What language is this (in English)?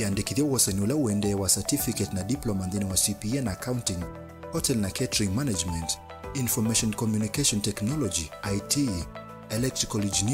Kamba